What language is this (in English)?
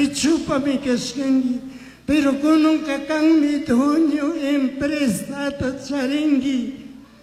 Chimborazo Highland Quichua